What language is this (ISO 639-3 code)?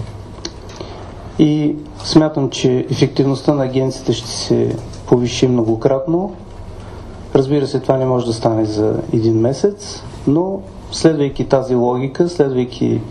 bul